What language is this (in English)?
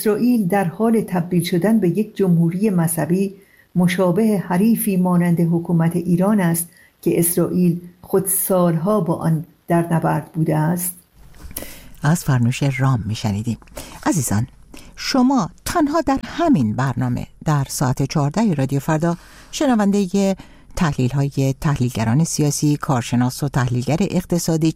Persian